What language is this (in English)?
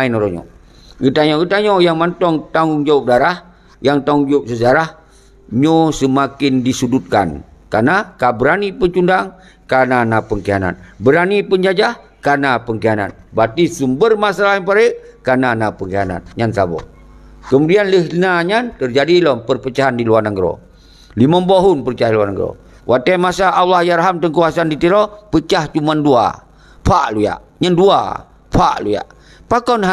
Achinese